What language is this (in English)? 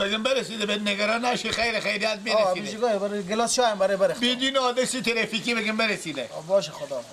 Persian